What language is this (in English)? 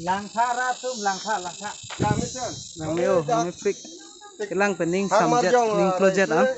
Karbi